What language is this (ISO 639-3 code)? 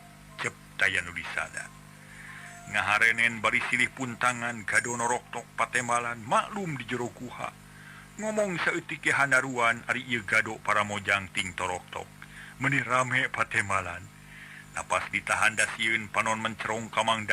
sun